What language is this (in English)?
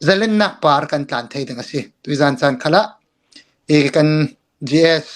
Hakha Chin